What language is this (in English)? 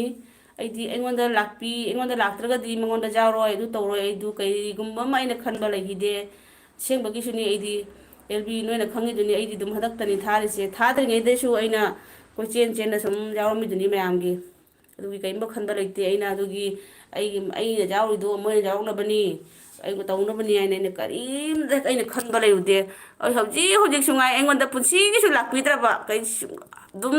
Manipuri